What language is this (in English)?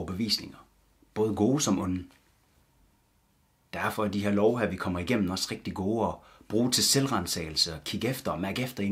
Danish